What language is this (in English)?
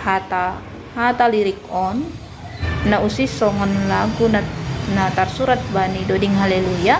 Batak Simalungun